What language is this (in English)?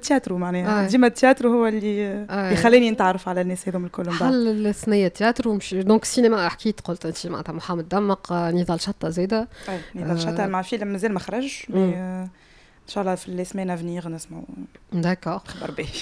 Tunisian Arabic